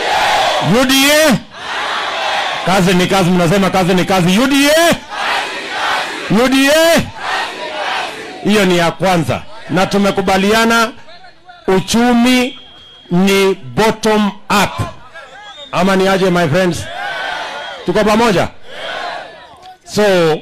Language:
Swahili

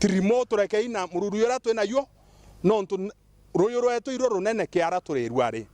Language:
Meru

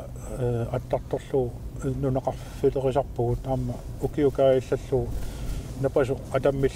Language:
Kalaallisut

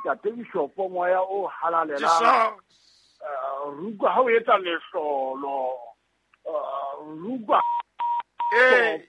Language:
Southern Sotho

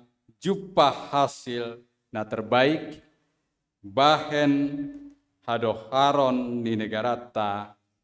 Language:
Batak Simalungun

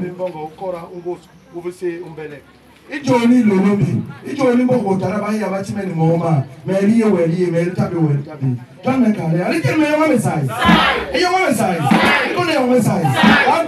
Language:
Basaa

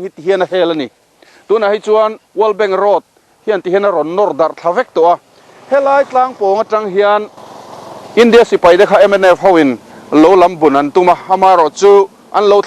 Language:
Mizo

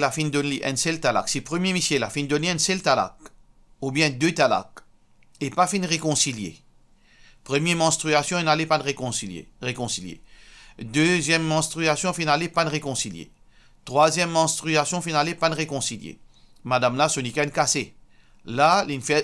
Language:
Morisyen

